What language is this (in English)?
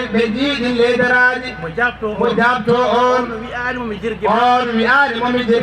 Fula